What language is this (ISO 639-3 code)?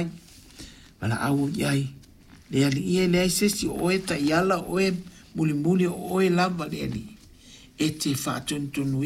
smo